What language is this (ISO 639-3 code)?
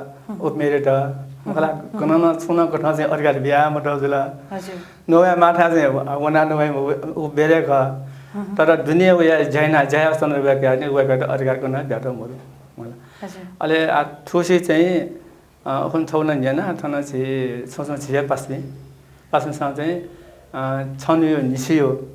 new